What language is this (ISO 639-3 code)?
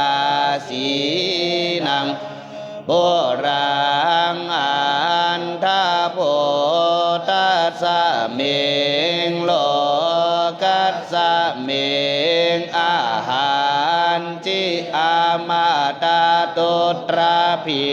pli